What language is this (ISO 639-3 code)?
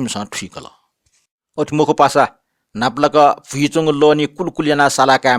new